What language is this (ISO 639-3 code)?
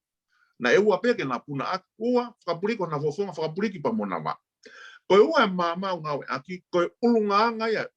ton